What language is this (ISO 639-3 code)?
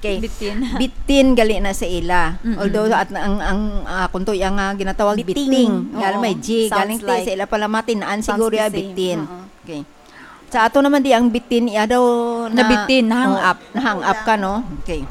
hil